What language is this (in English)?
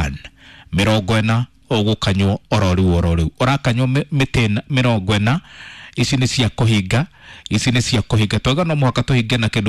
Kikuyu